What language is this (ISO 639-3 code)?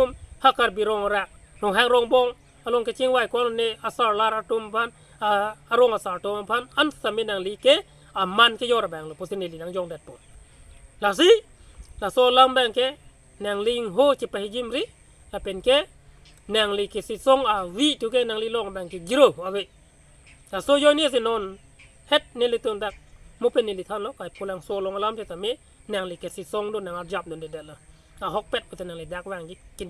mjw